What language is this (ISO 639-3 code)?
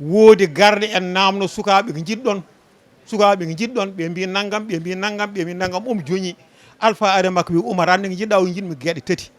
ful